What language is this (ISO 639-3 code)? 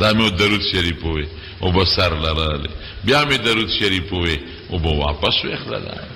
pus